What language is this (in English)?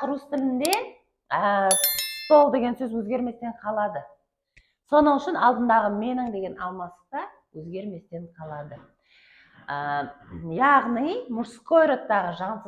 Kara-Kalpak